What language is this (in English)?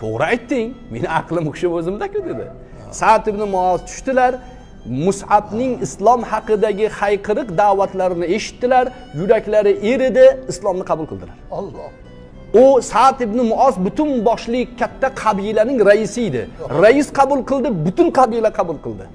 Uzbek